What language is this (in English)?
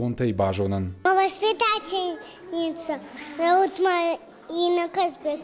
Ossetic